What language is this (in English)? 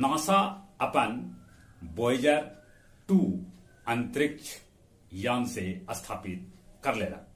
Magahi